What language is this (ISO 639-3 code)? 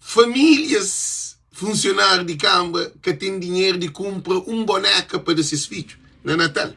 kea